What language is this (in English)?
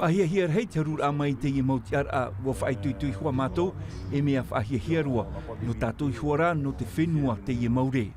Tahitian